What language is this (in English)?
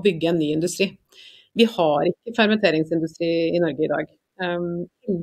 Norwegian